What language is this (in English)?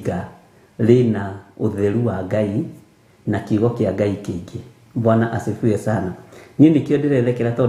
Kikuyu